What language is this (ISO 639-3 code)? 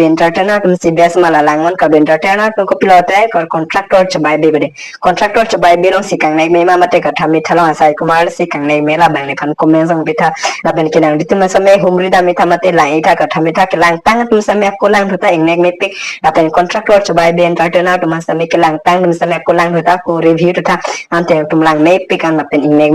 mjw